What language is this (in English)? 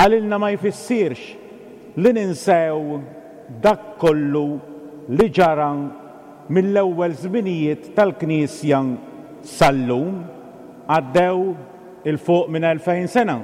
Maltese